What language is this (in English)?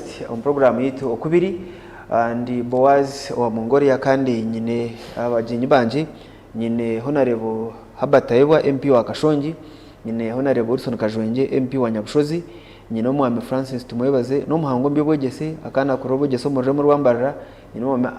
Nyankole